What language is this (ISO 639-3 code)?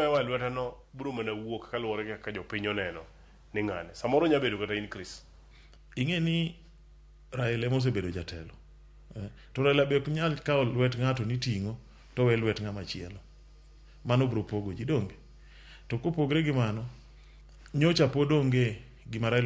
luo